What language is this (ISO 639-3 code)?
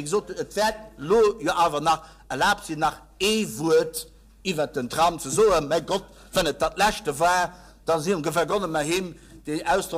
ltz